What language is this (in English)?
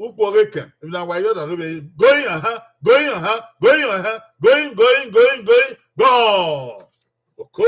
Bini